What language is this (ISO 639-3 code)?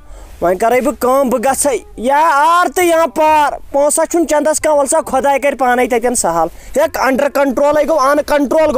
kas